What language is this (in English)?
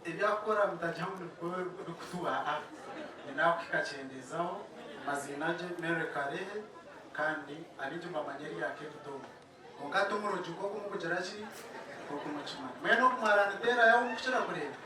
Nyankole